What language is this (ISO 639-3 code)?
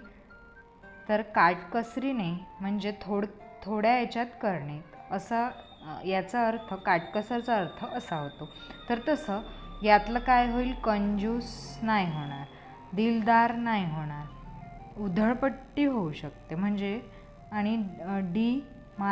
mar